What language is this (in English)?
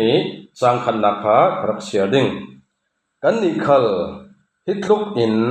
Falam Chin